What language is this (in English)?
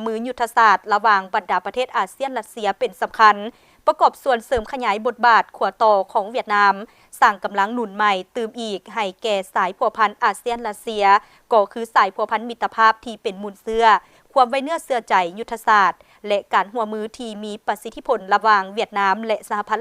Lao